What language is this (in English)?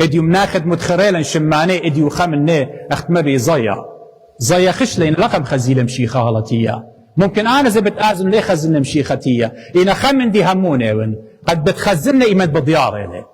Assyrian Neo-Aramaic